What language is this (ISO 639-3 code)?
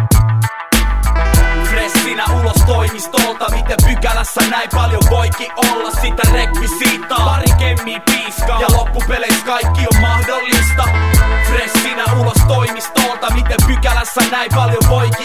fin